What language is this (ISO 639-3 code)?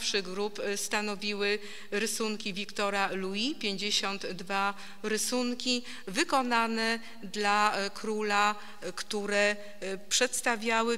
pol